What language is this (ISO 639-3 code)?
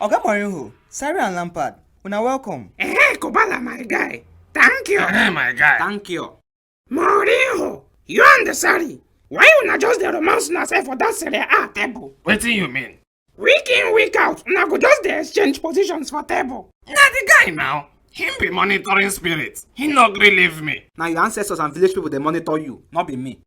pcm